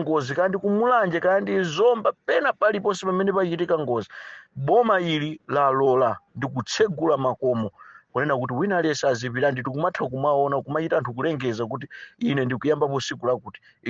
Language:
Nyanja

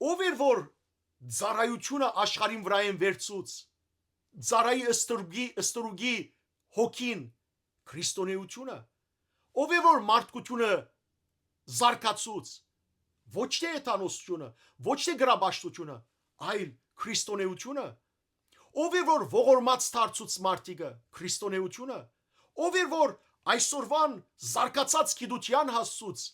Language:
Western Armenian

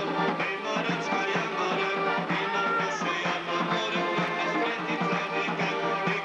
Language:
Dargwa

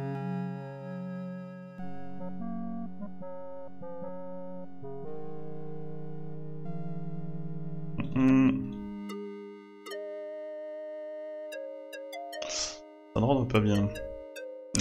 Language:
French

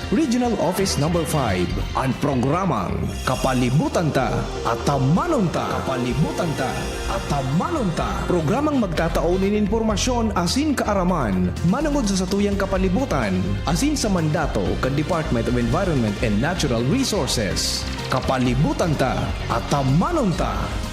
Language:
Bikol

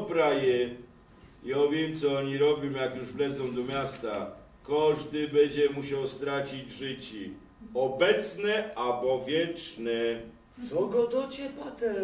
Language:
Silesian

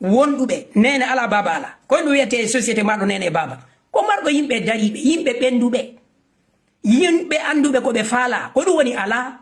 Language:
Fula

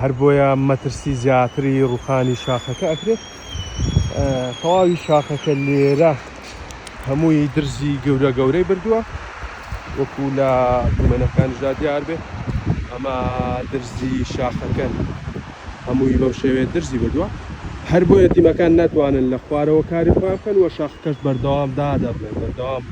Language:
Central Kurdish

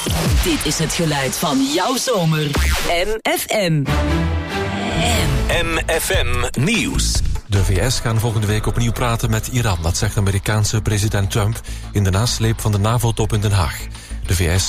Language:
Dutch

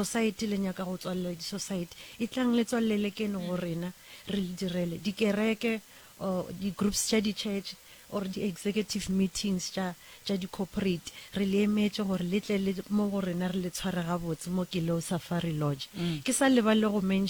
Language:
Northern Sotho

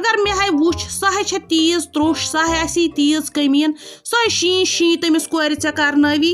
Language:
Kashmiri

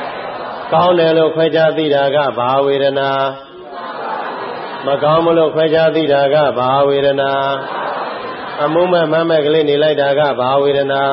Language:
Burmese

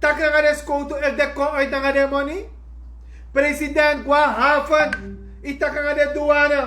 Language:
Sranan Tongo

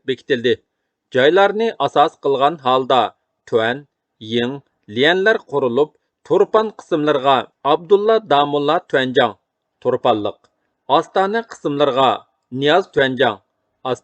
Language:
Uyghur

